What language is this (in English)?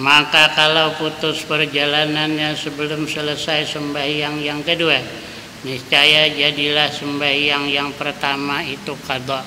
Banjar